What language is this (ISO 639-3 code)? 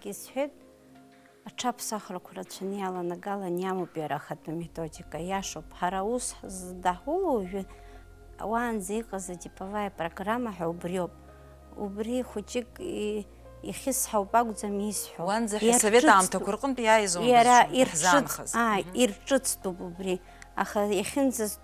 abk